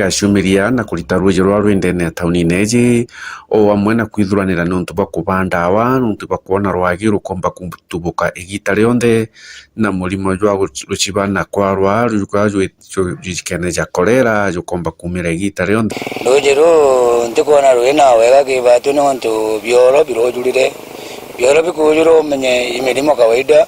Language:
Meru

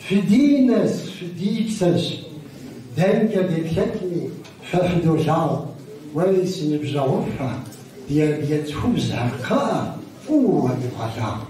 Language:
Kabardian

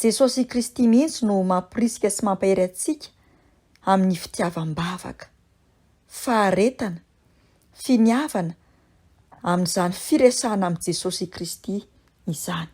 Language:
Malagasy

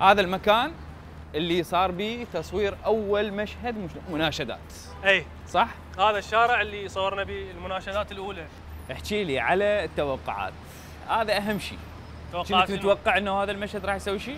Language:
Mesopotamian Arabic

